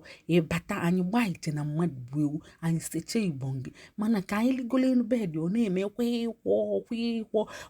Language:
Igbo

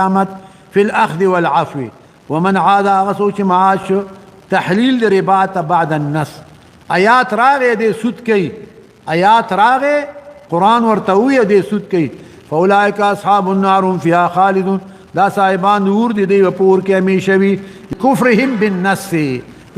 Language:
Pashto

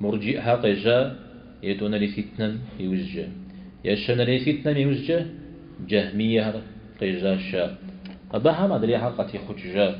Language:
Kabardian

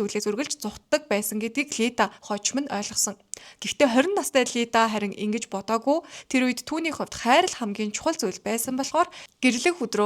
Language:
Mongolian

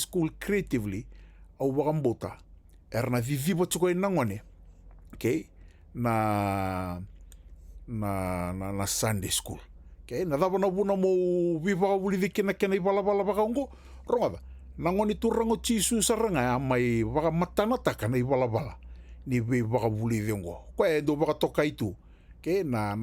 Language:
Fijian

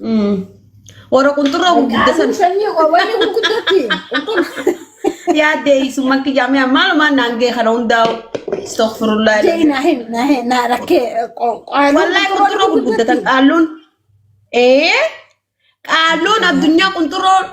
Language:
Oromo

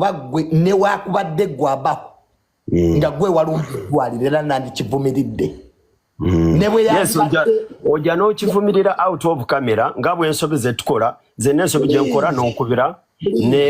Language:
Ganda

